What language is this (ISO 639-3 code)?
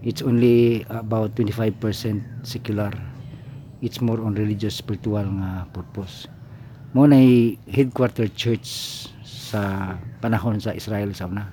ceb